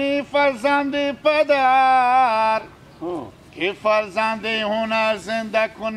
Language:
Hazaragi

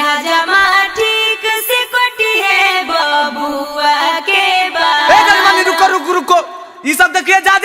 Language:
Magahi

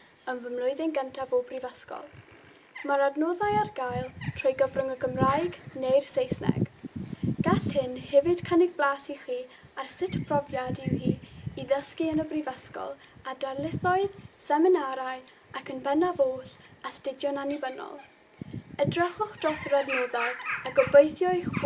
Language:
Welsh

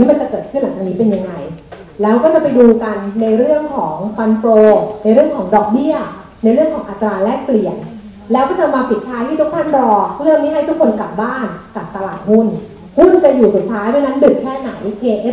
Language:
Thai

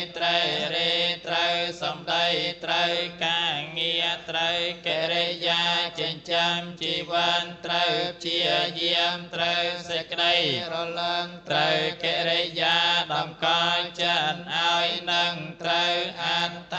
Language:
Khmer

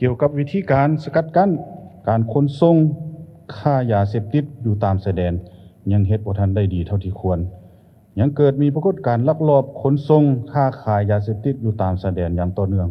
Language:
Lao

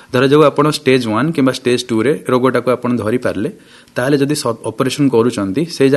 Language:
Odia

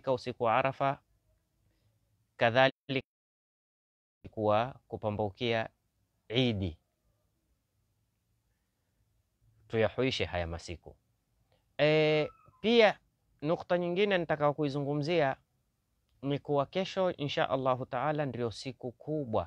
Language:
Swahili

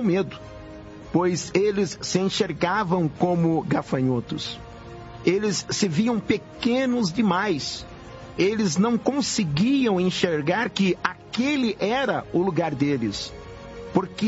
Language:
Portuguese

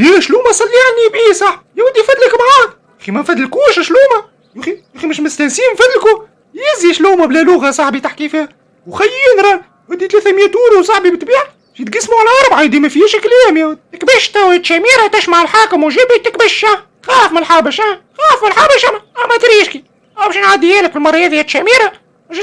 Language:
Tunisian Arabic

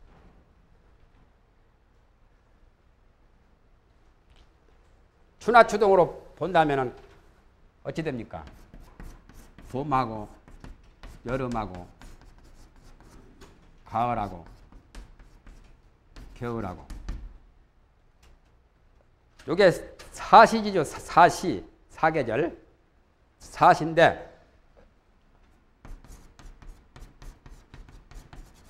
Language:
Korean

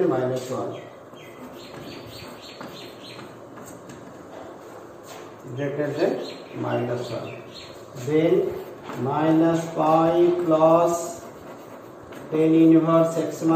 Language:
English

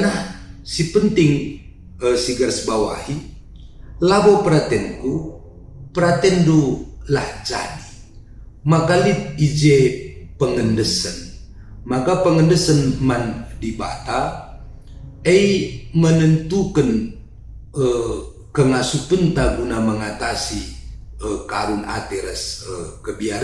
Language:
Batak Karo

